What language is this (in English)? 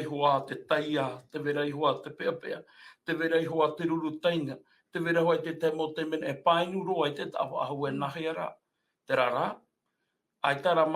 Tahitian